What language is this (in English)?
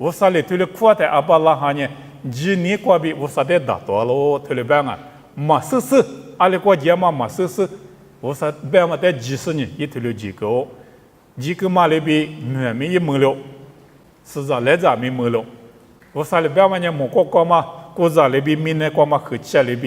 Lisu